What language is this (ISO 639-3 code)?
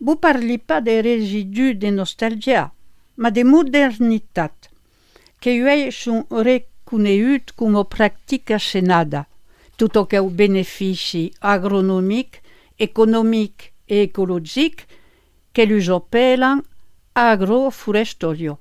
oci